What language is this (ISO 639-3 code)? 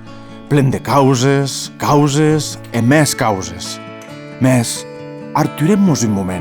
oci